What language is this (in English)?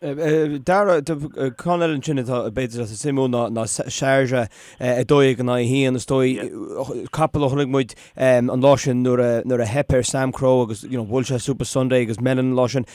Irish